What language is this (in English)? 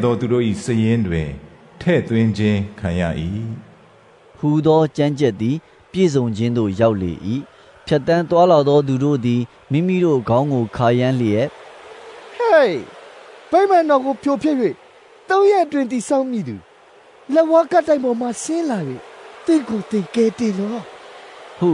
Burmese